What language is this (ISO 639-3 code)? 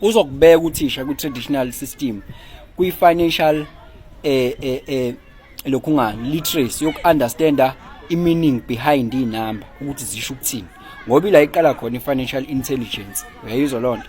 zul